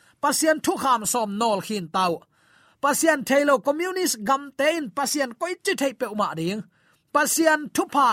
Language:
Tedim Chin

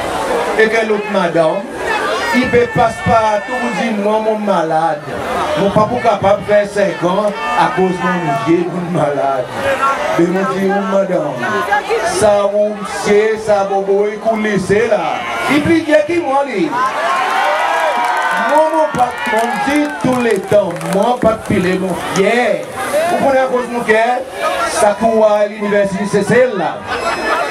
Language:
Seselwa Creole French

